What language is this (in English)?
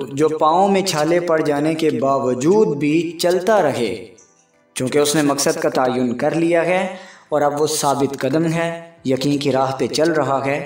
Urdu